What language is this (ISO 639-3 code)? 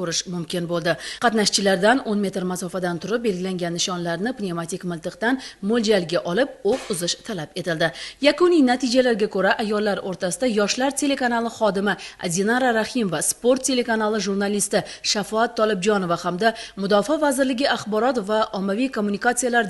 uzb